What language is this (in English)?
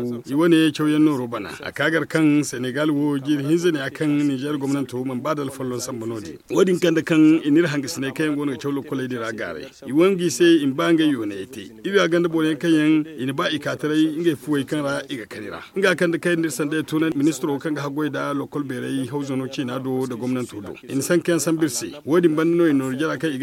Zarma